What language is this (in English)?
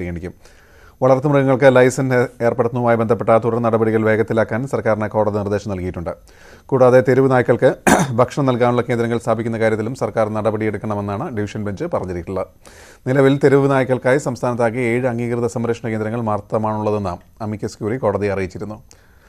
Malayalam